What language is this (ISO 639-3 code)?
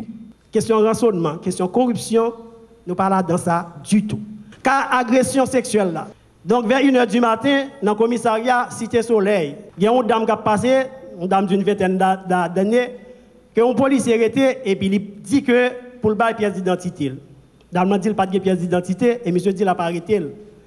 fra